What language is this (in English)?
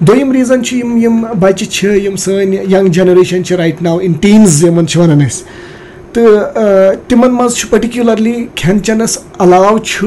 Kashmiri